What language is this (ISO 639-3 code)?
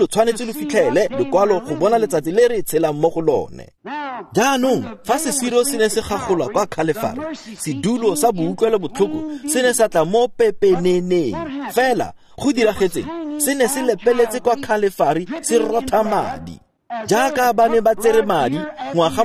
tsn